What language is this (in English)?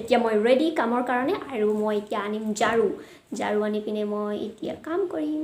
Assamese